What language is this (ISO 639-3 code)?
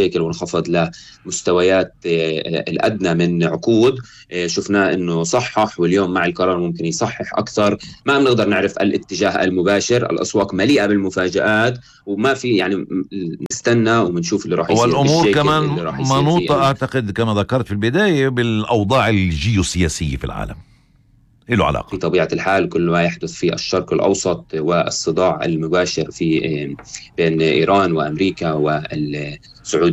apc